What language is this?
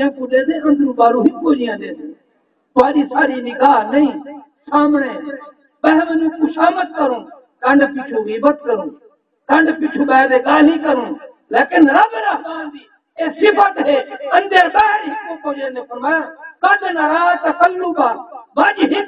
Saraiki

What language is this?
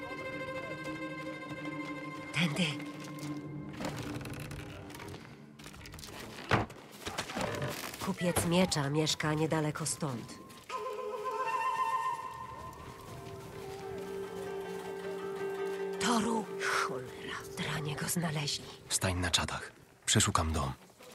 Polish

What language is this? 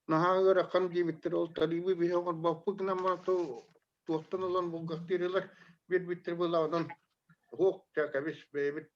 Yakut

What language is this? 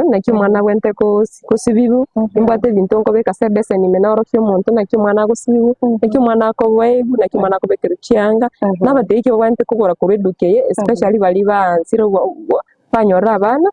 Gusii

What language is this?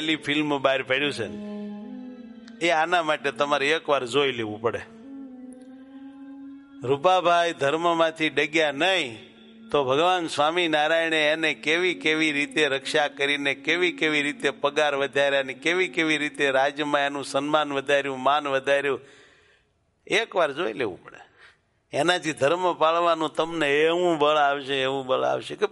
Gujarati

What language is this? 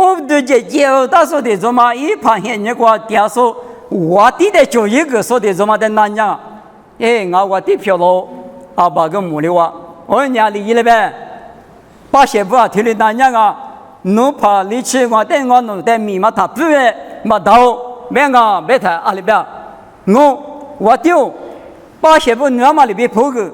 Lisu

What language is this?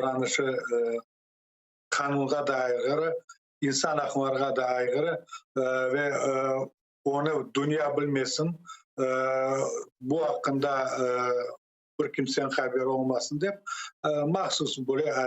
Crimean Tatar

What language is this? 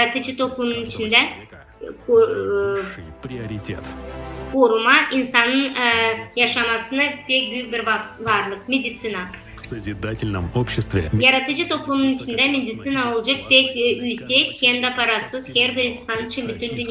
Gagauz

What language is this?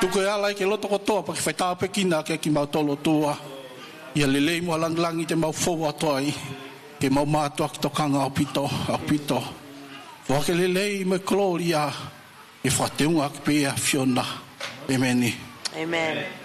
Tongan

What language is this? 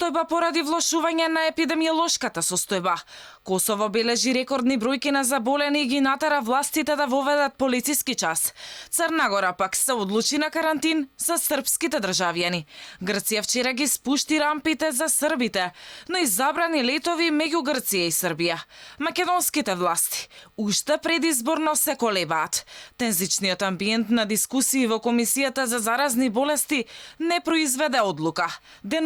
Macedonian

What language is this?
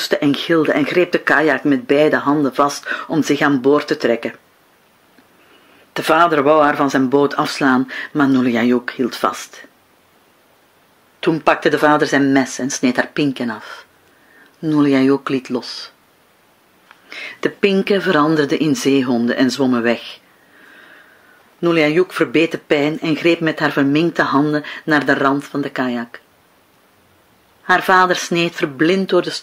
Dutch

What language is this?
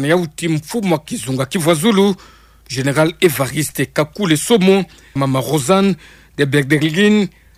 Kituba (Democratic Republic of Congo)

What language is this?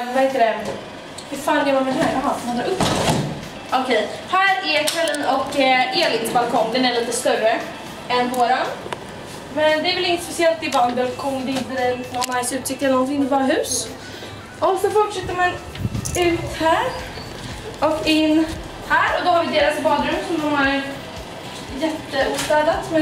Swedish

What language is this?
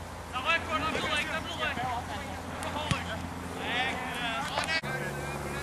Danish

